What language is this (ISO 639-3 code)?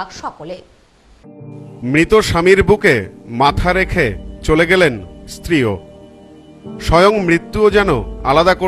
ben